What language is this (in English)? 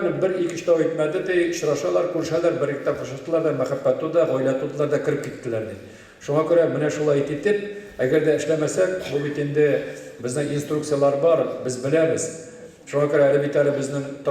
Tatar